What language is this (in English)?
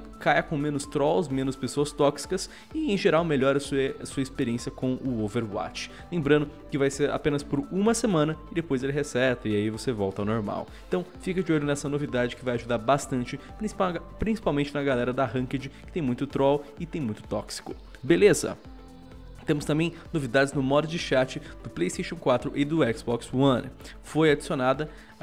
Portuguese